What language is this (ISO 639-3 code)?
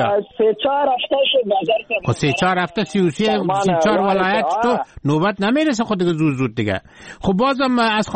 fas